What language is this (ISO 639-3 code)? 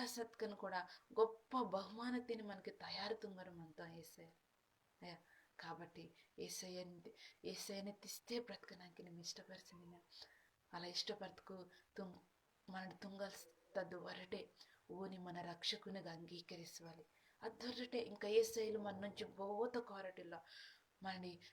kff